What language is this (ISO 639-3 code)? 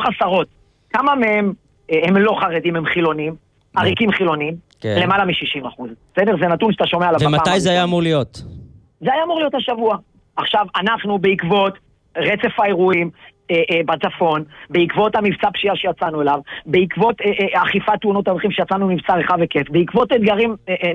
heb